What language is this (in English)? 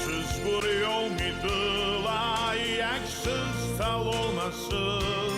Abkhazian